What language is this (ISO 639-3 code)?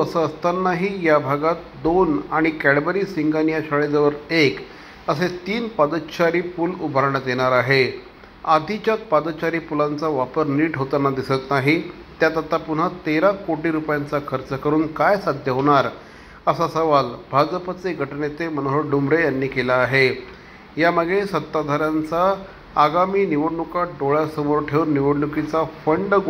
mar